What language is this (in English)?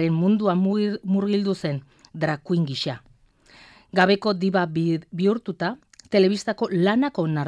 Basque